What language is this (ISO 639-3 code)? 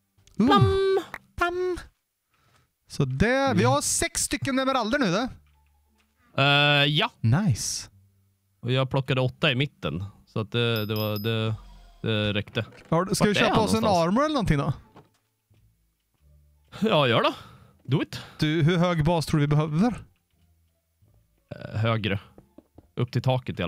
swe